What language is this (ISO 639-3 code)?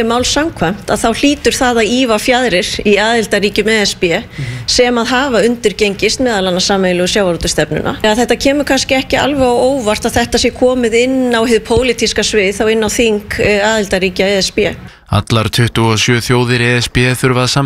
isl